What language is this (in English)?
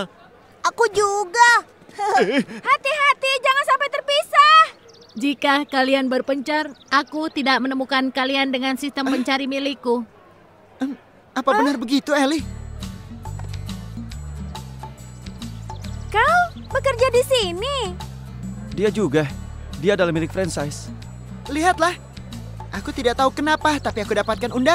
Indonesian